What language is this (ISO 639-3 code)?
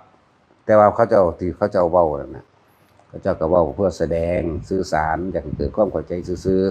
tts